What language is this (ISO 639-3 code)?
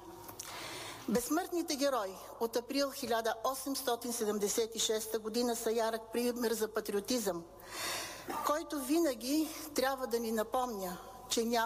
bul